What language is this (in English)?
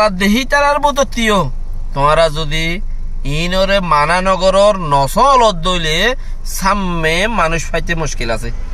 Rohingya